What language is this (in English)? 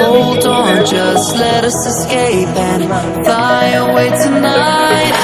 Santali